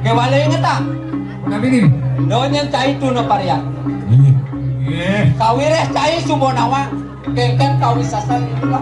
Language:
Balinese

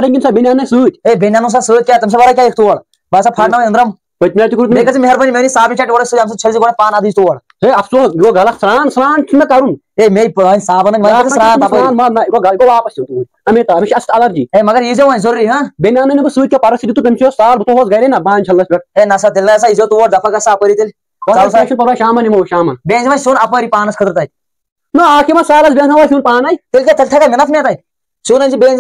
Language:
Kashmiri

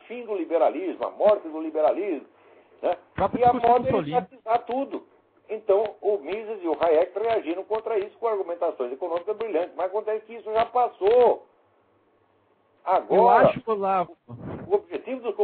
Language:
Portuguese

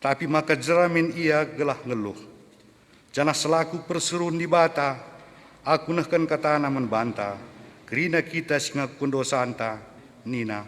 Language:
Batak Karo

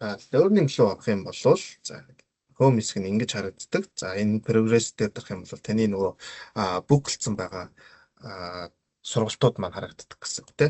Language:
Mongolian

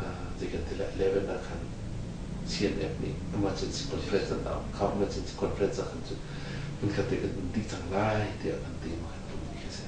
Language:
Hakha Chin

